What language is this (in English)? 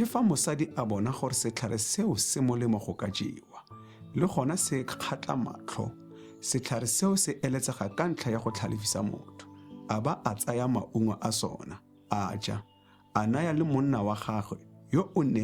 Tswana